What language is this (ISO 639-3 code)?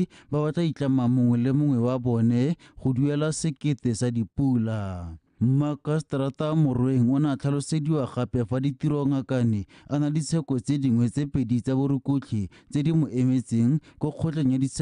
tsn